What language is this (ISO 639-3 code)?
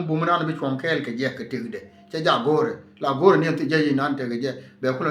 nus